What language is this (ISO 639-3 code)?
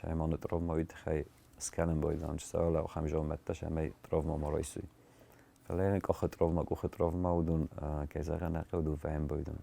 oss